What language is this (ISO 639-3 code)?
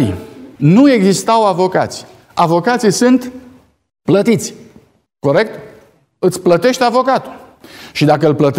ron